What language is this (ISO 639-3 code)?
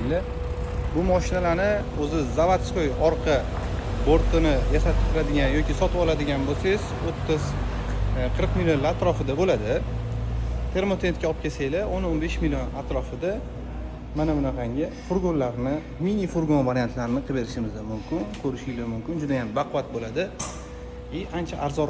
uzb